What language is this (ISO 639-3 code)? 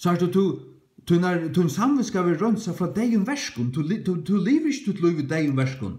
fao